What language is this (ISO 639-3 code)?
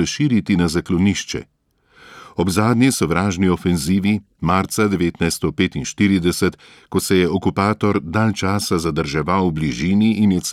slv